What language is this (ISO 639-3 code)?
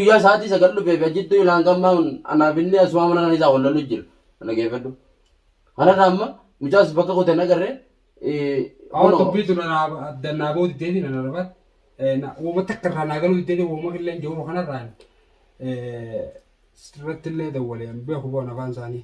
orm